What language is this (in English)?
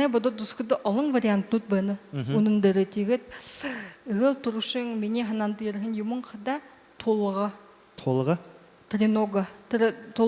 Buriat